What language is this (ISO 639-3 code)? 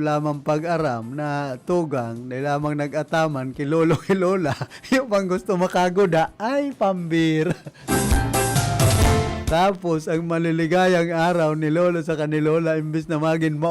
bik